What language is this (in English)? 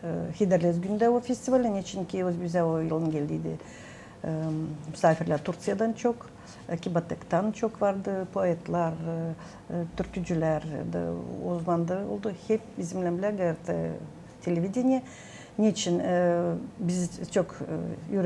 Gagauz